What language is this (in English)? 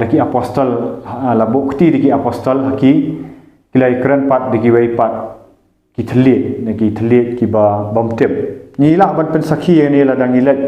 Khasi